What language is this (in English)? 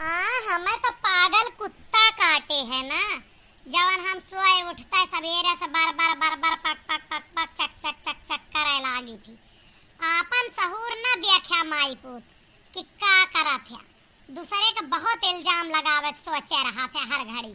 Awadhi